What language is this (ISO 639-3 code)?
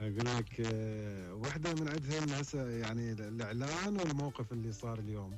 acm